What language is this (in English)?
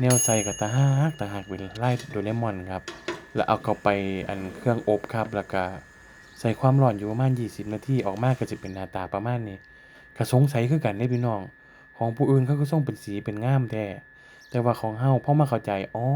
Northeastern Thai